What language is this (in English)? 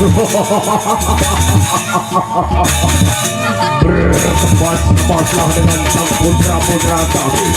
Sasak